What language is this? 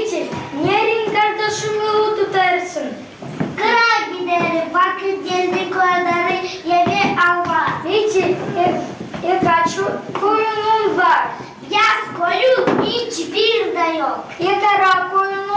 Gagauz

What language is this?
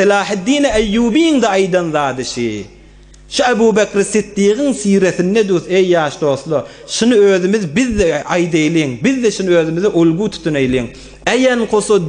Turkmen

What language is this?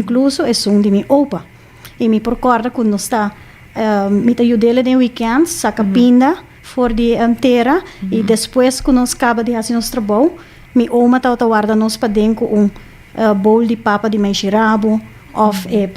Papiamento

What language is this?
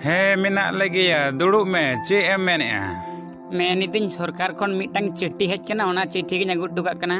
Santali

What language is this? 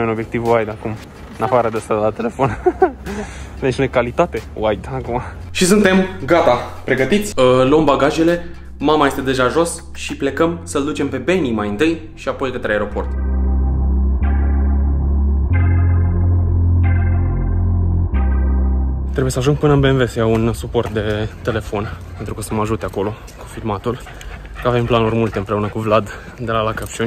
Romanian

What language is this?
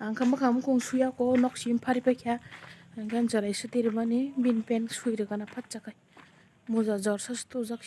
Kok Borok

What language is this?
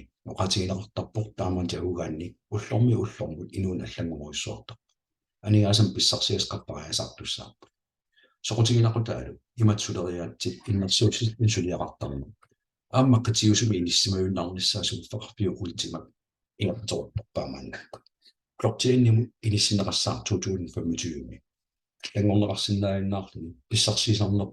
Kalaallisut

